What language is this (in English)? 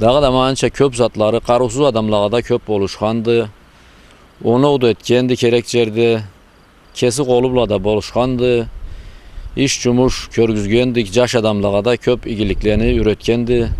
Karachay-Balkar